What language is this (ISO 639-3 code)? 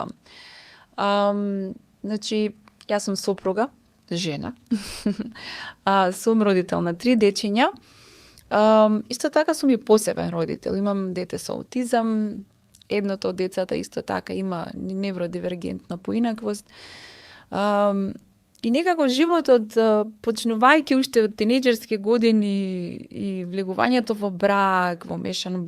mkd